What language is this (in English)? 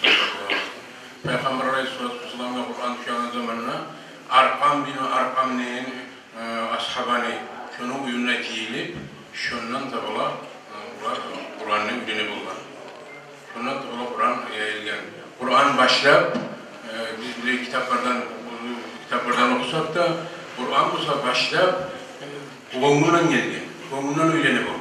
Kumyk